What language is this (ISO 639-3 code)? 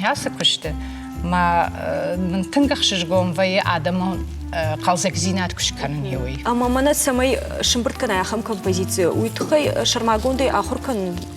oss